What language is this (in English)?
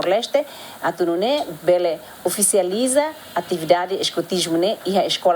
Tetum